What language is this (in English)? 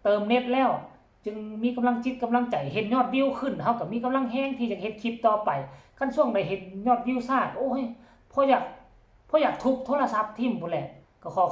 Northeastern Thai